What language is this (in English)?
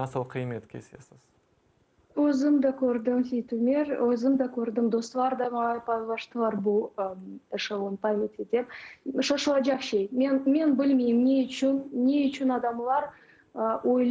Crimean Tatar